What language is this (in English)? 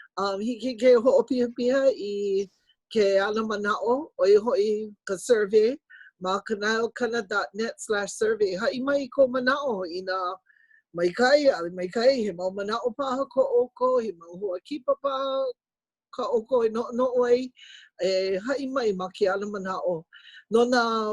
Hawaiian